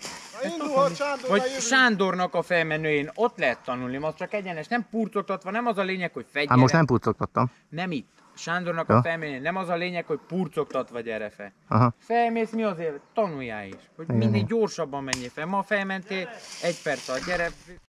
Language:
Hungarian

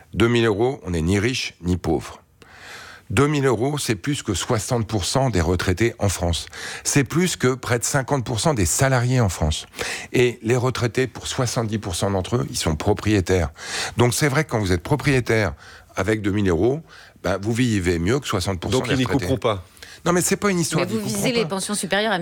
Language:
French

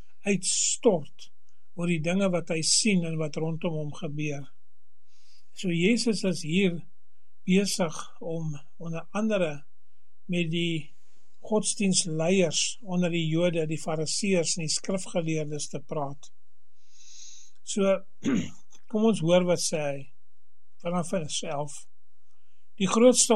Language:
Afrikaans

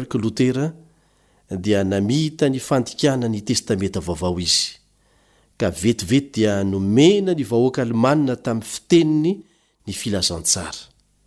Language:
Malagasy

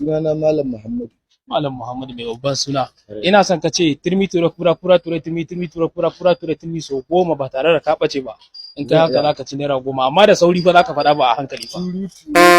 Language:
Hausa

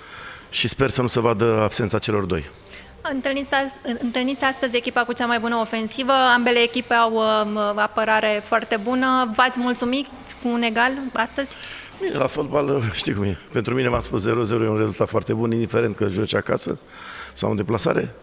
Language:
Romanian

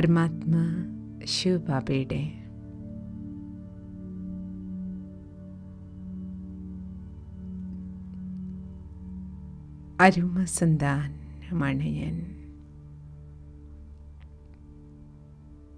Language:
Malayalam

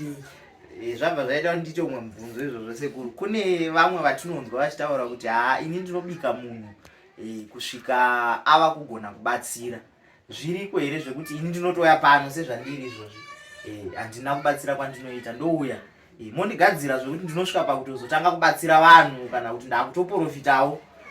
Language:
Shona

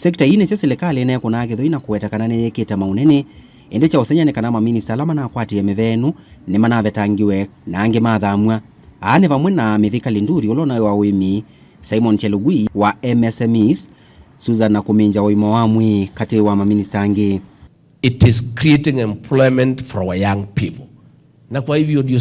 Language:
Kamba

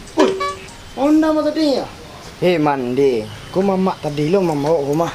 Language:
Minangkabau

